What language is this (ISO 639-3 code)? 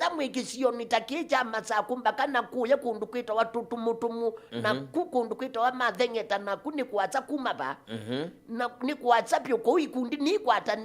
kam